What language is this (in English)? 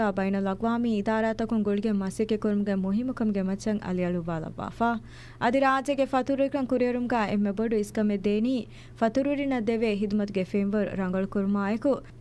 Divehi